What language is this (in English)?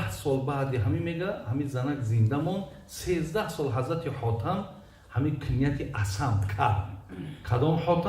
Tajik